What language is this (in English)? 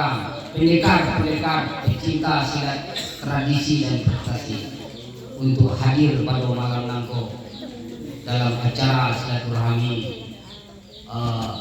Minangkabau